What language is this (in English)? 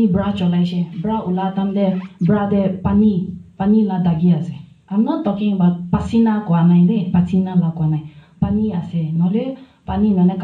Naga Pidgin